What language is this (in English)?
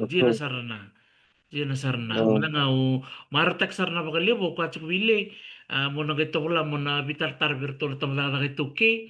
Fijian